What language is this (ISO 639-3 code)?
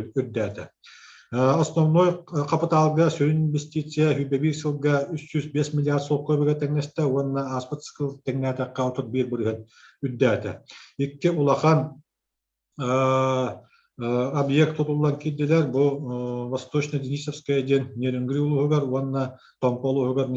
sah